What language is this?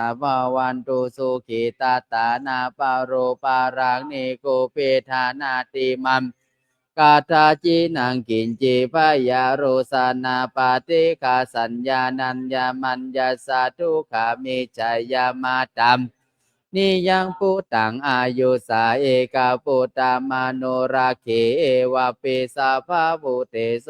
Pali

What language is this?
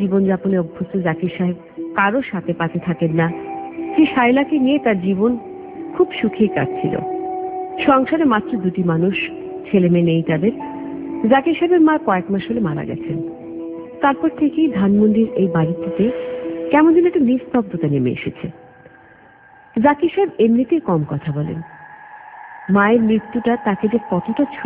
Bangla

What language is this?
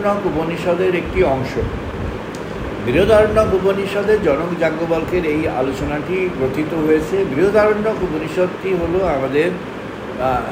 Bangla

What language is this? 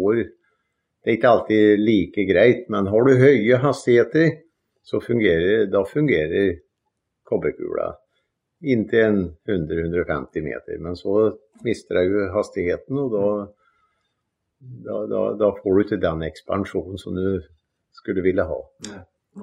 Norwegian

